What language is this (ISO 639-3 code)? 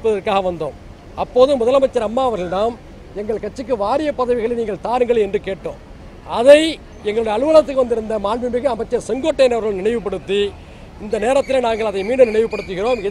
tam